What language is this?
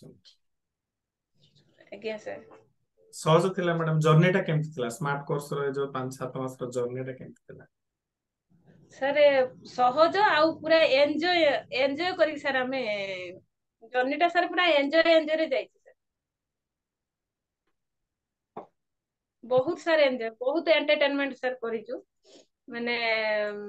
Odia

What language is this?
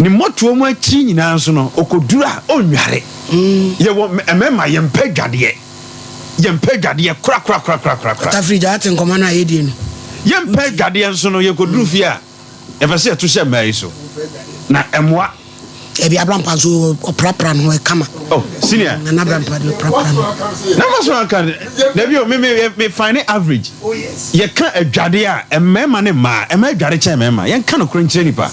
Akan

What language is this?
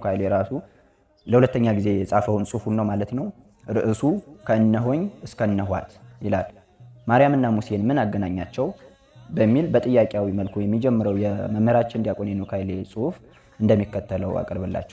Amharic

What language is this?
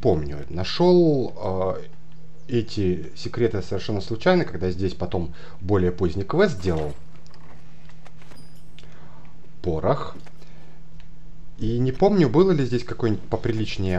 Russian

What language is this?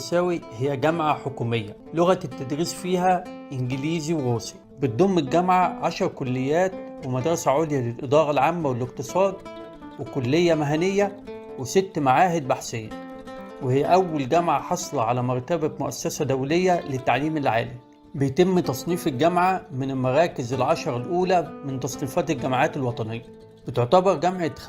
Egyptian Arabic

